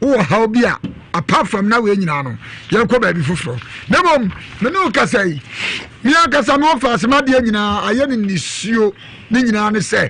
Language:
Akan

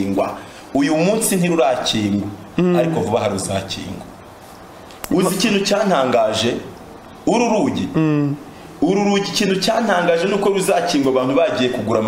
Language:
Kinyarwanda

